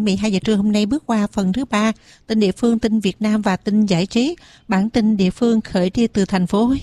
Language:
Vietnamese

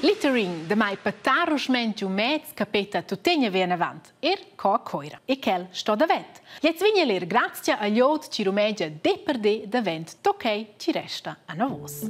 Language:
Romansh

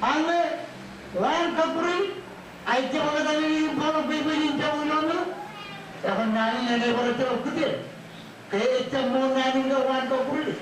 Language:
Marshallese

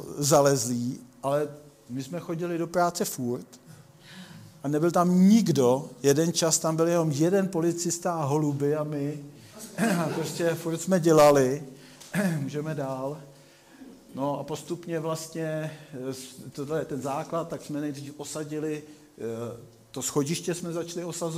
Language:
Czech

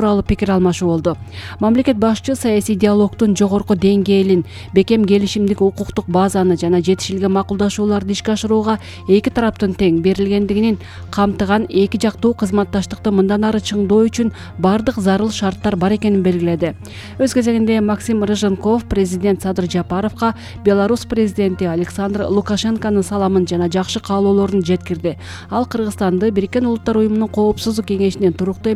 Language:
Kyrgyz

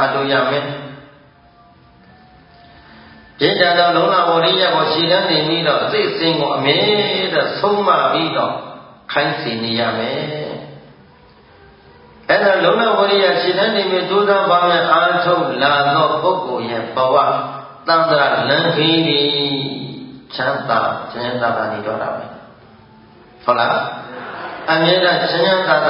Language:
Burmese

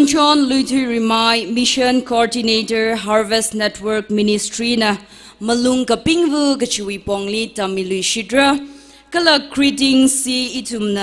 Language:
Tangkhul Naga (India)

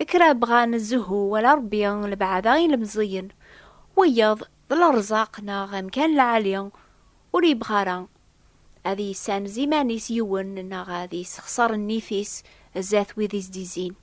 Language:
Kabyle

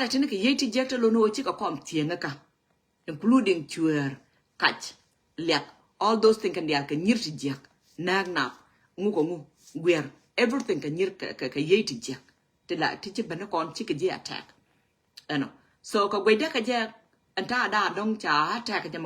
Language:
Nuer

